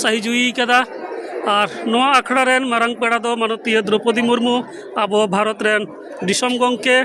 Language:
Santali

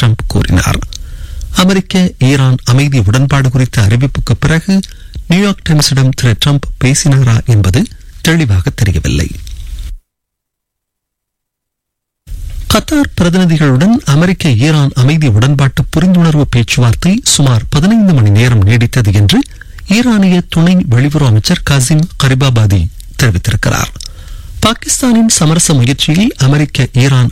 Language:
Tamil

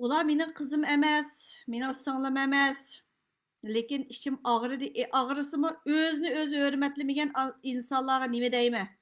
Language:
Uyghur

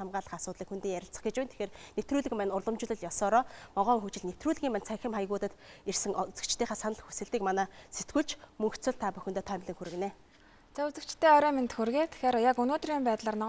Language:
Mongolian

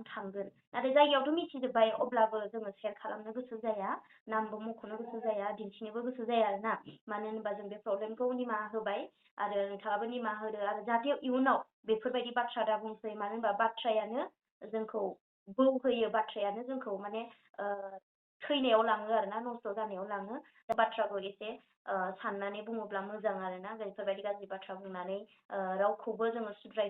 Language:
Bodo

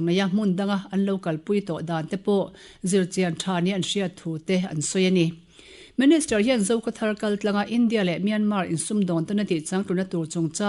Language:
Mizo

